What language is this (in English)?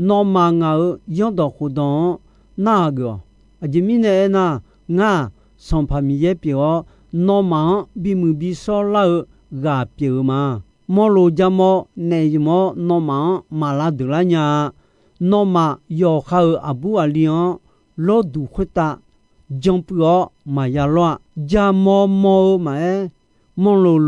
Akha